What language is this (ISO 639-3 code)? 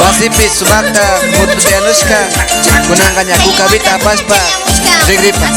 qvi